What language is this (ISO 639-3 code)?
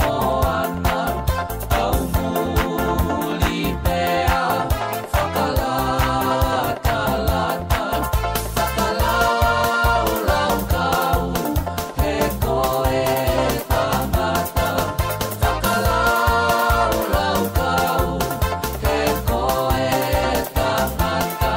ton